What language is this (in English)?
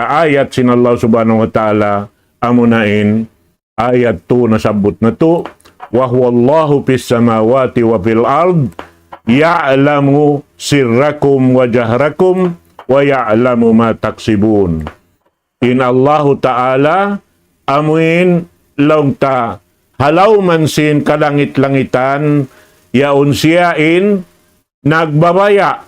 Tausug